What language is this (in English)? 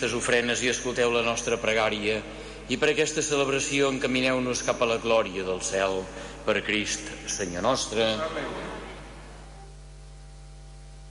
Catalan